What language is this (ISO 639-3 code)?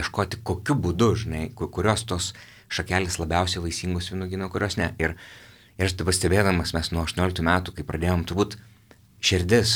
lit